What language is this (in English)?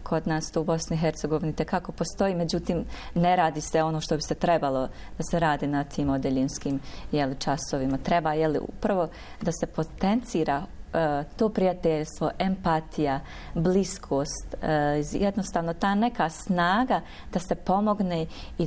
Bosnian